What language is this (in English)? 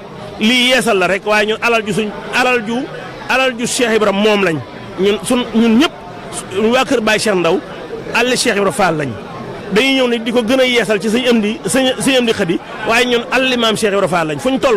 Wolof